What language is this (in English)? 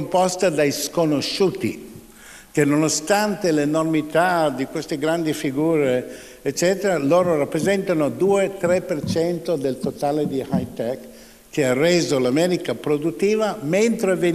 Italian